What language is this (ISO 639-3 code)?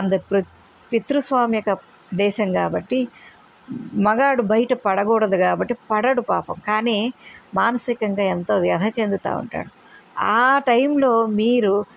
tel